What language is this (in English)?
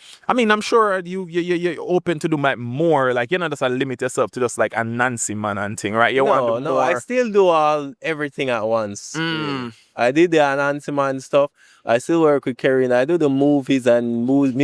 Jamaican Creole English